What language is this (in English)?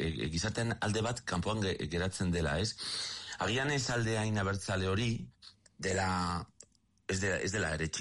Basque